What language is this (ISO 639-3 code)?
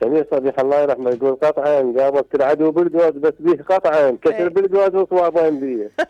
acm